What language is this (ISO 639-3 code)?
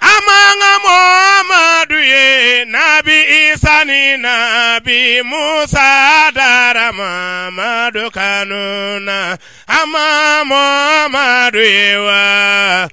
bam